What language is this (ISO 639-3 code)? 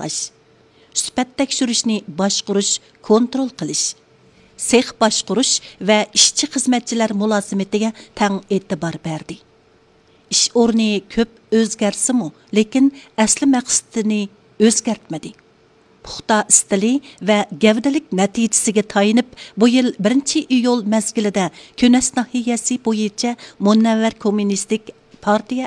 uig